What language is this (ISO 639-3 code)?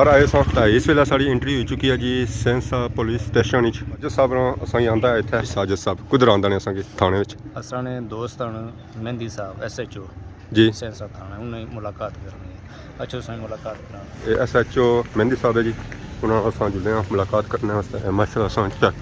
phr